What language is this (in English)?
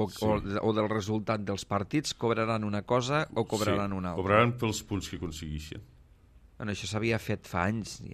Catalan